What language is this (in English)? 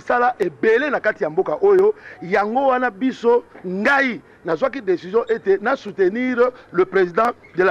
Lingala